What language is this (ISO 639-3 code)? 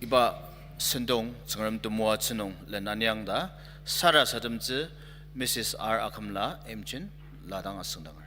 njo